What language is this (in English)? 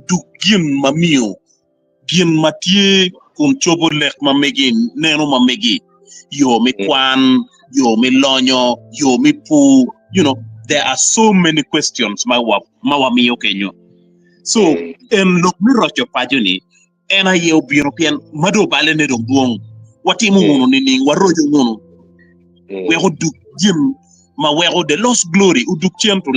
Acoli